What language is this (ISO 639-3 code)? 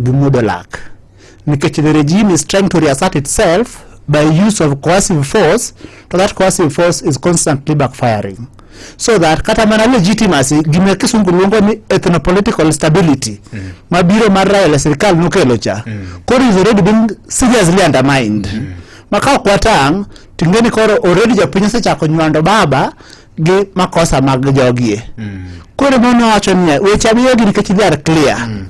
luo